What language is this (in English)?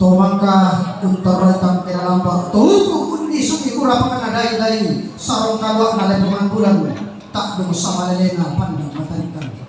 Toraja-Sa'dan